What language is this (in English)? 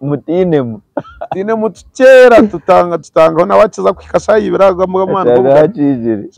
Nyankole